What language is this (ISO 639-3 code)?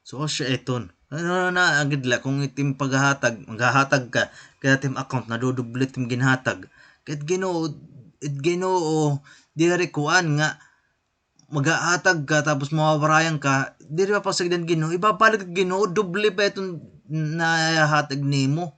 war